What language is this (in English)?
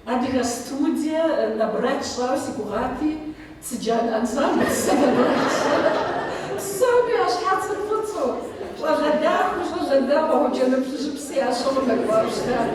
Kabardian